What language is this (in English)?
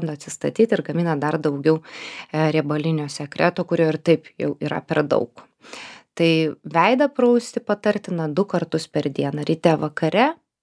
Lithuanian